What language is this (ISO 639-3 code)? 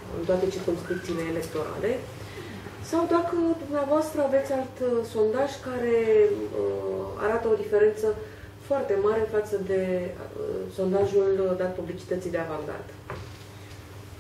ron